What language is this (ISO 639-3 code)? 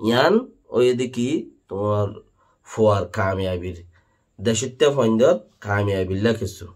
rhg